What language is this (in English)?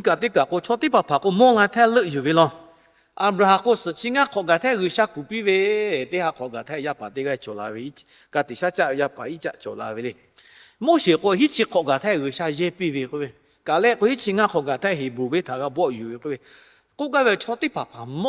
Lahu